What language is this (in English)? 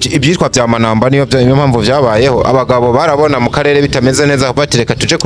Rundi